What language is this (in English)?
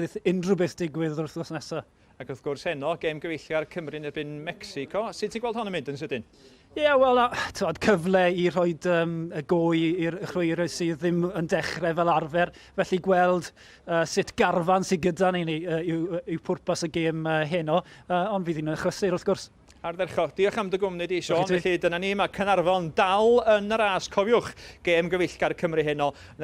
Welsh